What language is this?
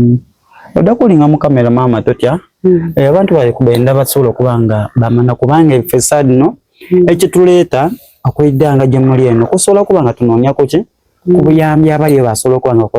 Soga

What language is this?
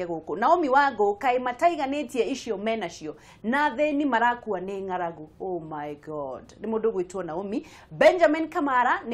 Kikuyu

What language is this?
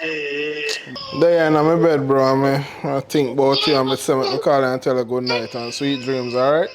Jamaican Creole English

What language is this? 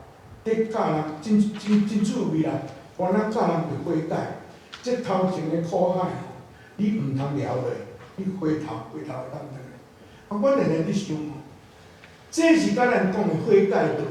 Min Nan Chinese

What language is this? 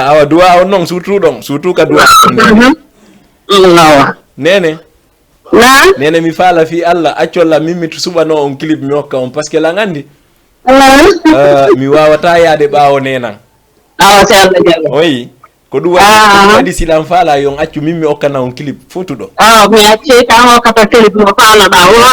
Fula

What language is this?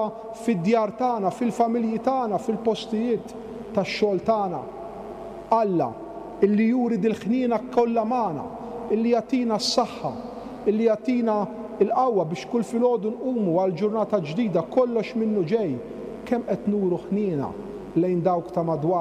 Maltese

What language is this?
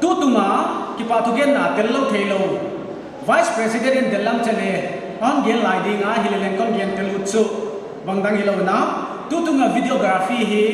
Paite Chin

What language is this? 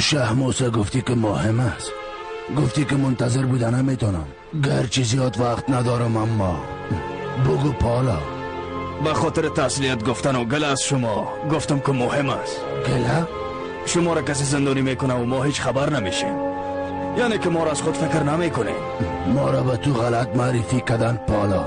Persian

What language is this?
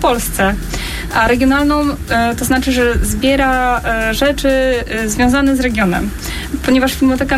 Polish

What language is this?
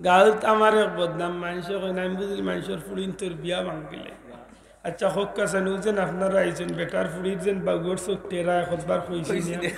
Sylheti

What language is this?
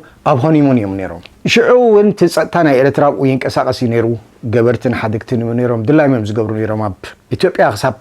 Tigrinya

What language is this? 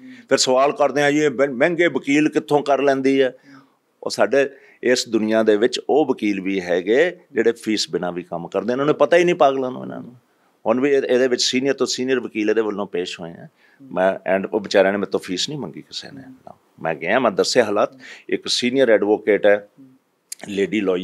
Punjabi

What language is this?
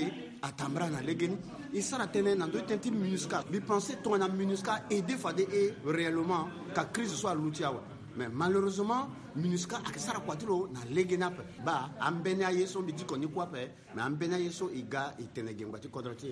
Sango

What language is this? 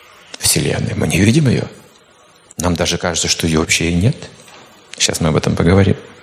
Russian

